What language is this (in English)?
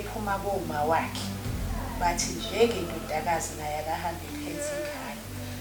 Zulu